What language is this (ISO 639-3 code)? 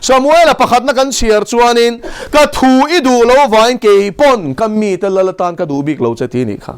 lus